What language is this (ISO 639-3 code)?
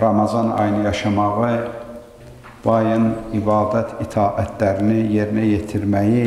aze